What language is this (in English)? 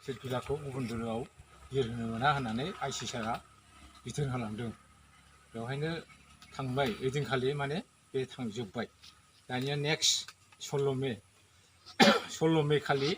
Bodo